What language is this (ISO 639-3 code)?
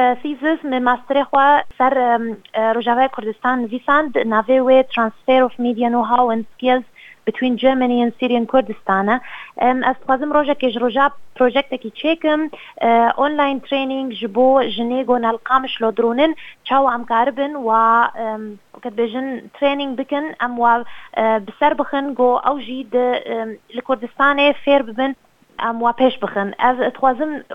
kur